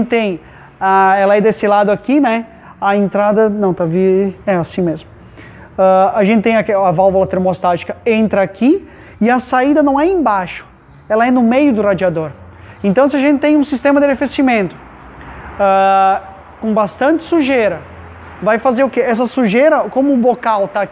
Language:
Portuguese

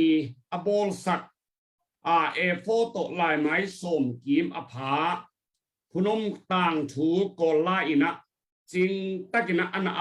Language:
Tedim Chin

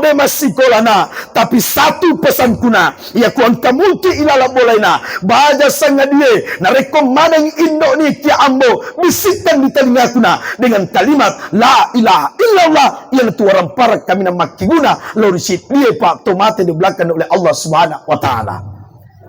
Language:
Buginese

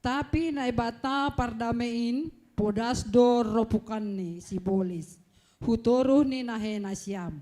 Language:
Batak Simalungun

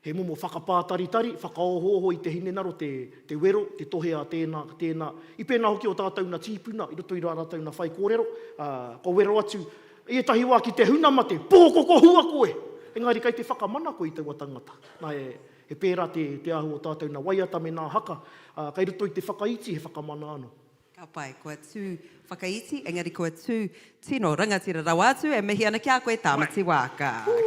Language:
Māori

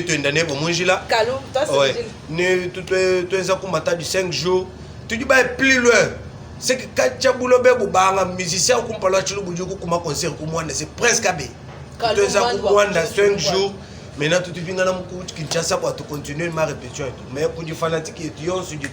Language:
Luba-Lulua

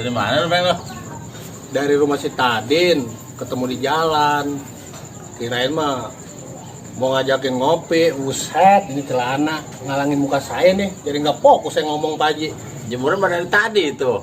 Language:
Betawi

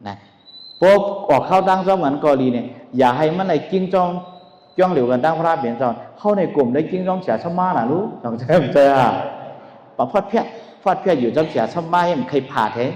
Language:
Shan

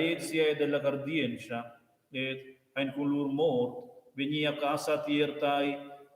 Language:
Romansh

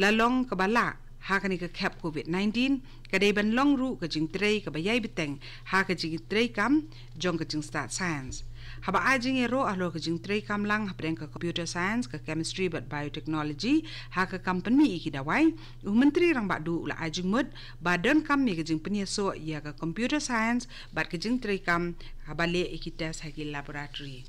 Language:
Khasi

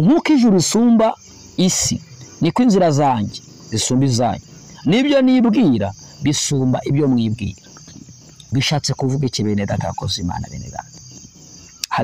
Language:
Kinyarwanda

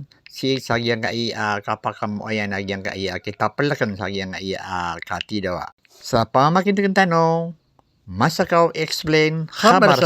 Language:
Maranao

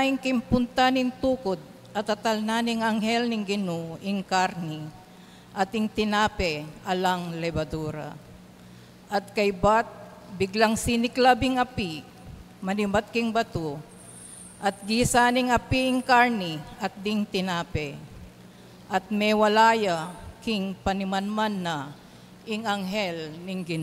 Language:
Pampanga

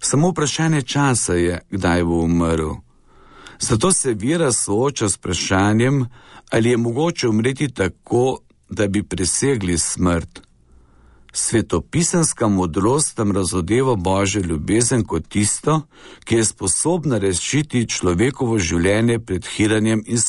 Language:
Slovenian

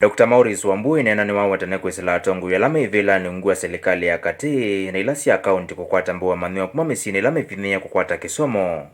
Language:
Kamba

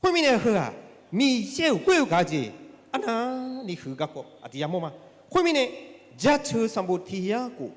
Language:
Akha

